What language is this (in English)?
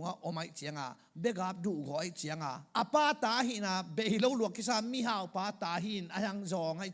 Tedim Chin